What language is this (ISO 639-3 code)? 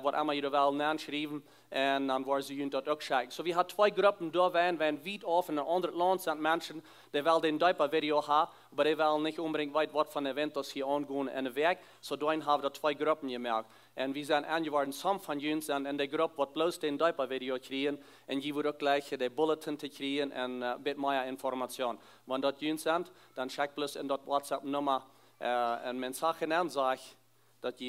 pdt